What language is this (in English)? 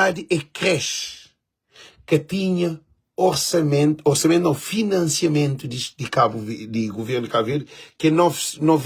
Kabuverdianu